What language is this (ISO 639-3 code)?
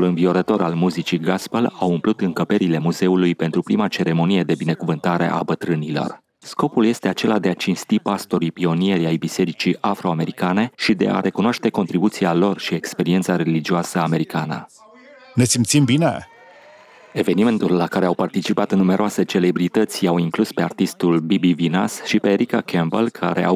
ron